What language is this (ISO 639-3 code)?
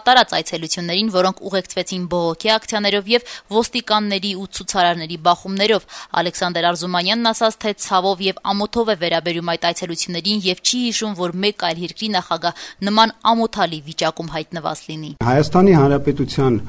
hye